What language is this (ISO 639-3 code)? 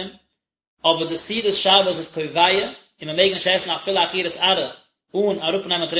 yid